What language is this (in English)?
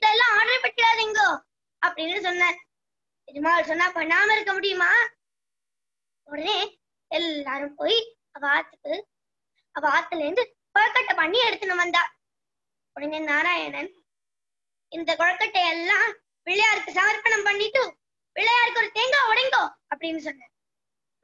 Tamil